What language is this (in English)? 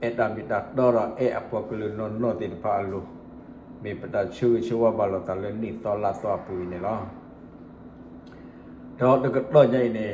S'gaw Karen